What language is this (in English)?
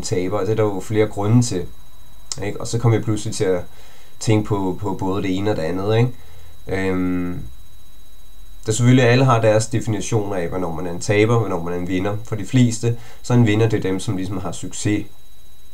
Danish